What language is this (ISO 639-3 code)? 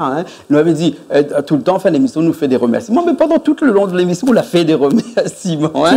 rcf